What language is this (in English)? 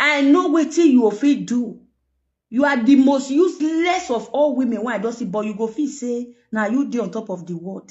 Nigerian Pidgin